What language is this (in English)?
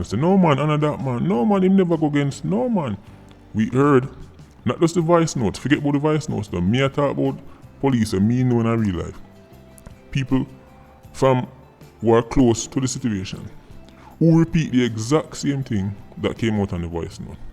Jamaican Creole English